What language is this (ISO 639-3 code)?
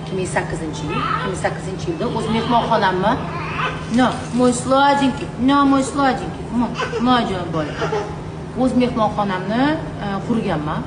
uzb